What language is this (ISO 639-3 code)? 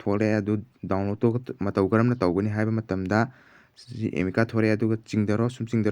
mni